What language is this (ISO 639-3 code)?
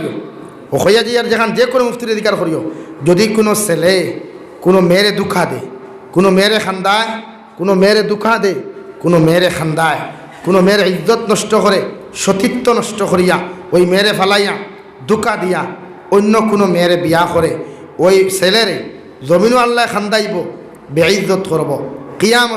syl